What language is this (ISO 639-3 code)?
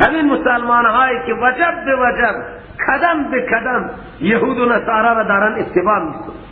fas